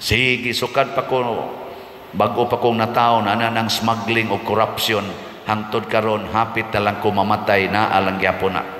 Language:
Cebuano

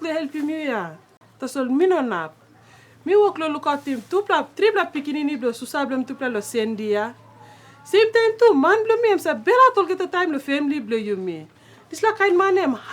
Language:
Tok Pisin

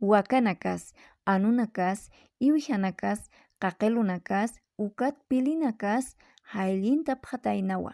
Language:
Aymara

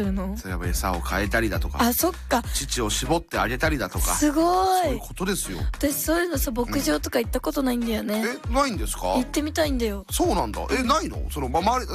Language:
Japanese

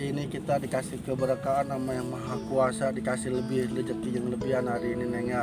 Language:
Betawi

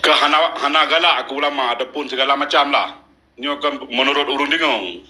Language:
Achinese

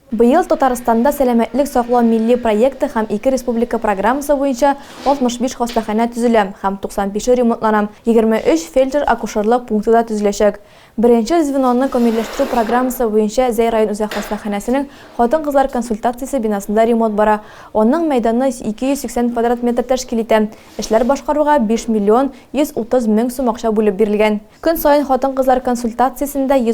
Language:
Tatar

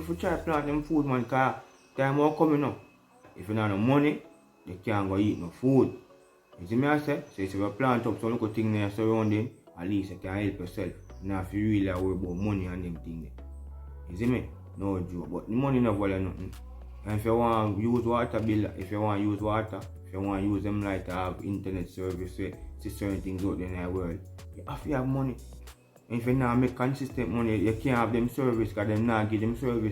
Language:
Jamaican Creole English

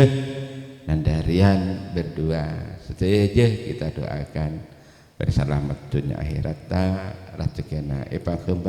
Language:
Madurese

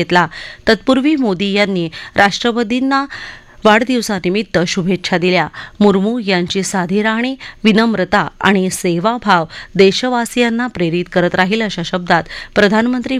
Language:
Marathi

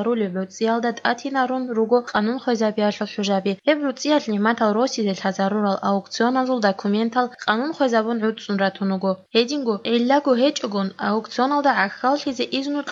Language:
Avaric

